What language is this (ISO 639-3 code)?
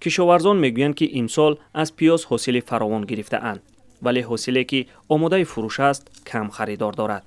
tgk